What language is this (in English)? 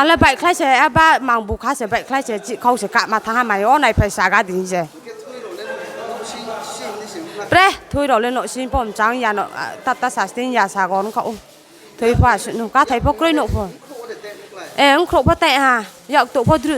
Riang (India)